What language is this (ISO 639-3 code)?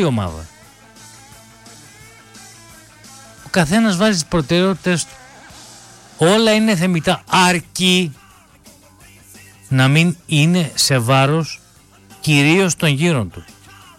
ell